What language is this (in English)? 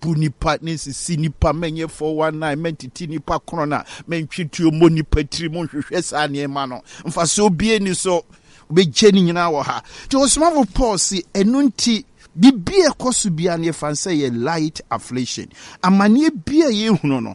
Akan